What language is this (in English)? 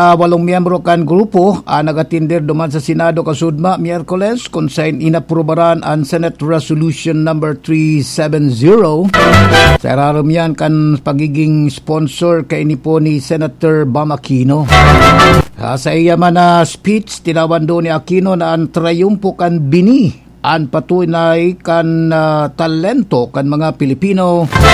Bikol